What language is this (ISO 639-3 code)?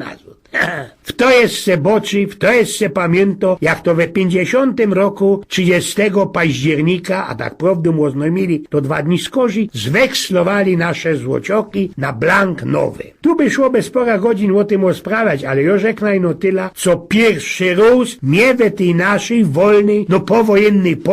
szl